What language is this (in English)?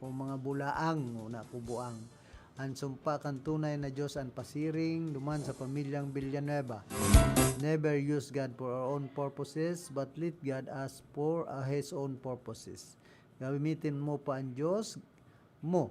Bikol